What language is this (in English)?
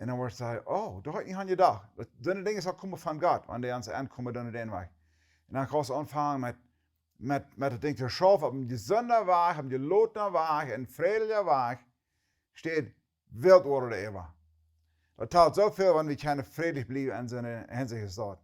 Plautdietsch